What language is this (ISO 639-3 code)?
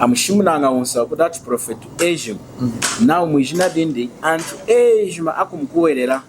lun